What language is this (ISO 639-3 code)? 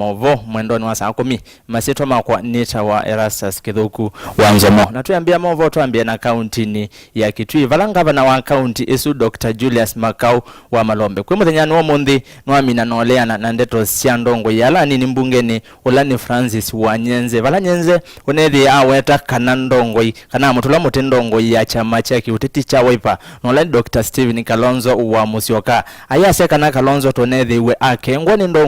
kam